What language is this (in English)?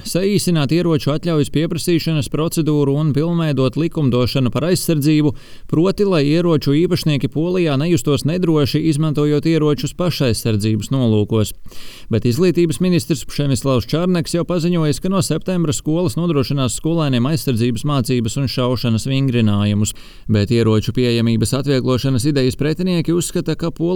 Latvian